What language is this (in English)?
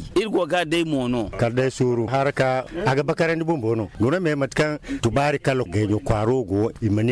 Zarma